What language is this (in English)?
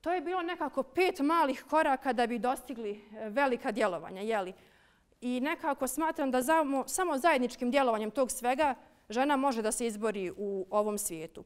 Bosnian